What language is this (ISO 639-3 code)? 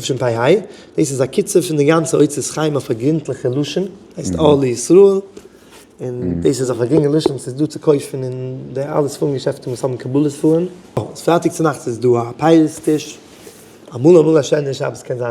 yid